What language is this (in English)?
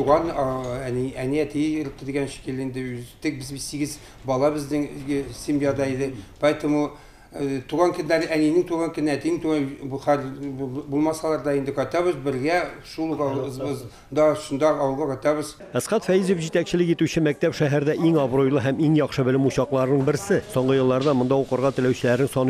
Tatar